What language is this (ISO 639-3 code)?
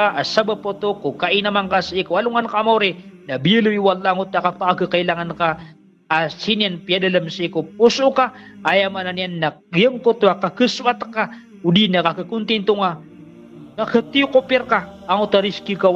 mrw